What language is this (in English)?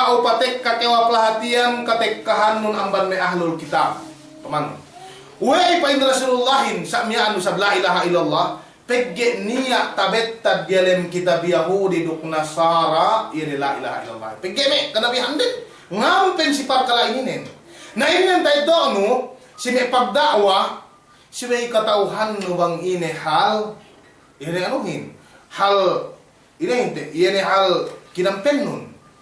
Yakan